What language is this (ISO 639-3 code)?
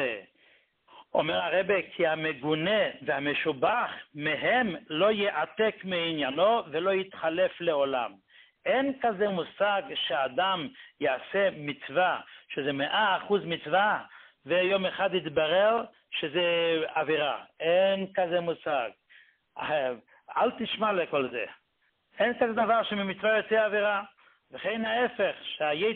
heb